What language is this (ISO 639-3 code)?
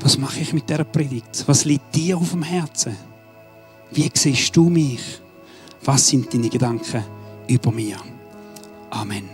gsw